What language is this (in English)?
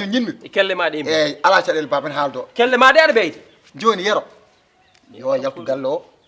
Fula